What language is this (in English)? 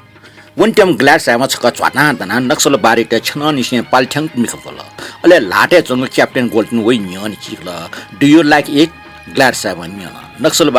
Newari